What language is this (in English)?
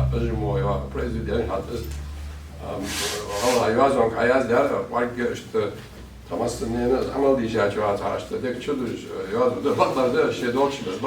Ingush